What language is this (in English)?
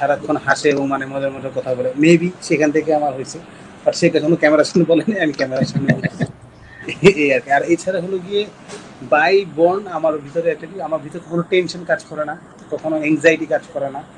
Bangla